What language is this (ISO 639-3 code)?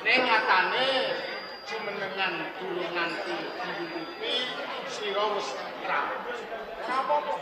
jav